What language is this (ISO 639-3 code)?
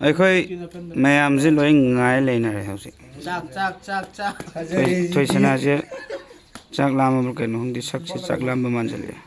mni